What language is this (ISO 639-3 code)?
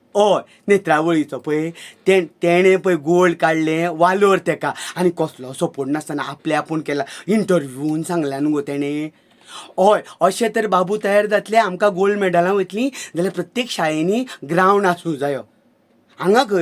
kok